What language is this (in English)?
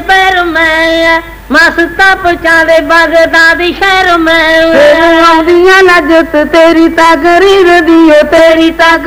Punjabi